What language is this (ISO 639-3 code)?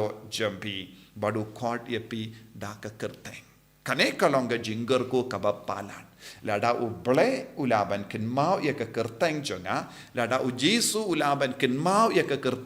kha